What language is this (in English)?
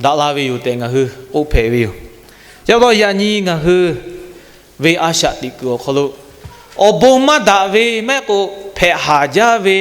Lahu